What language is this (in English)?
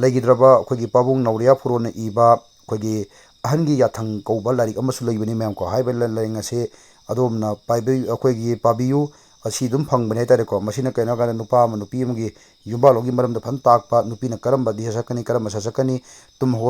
Manipuri